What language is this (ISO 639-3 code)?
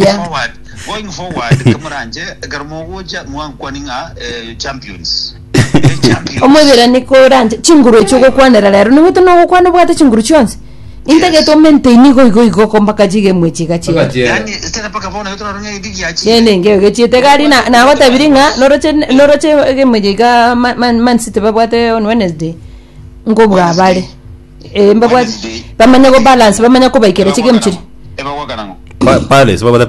guz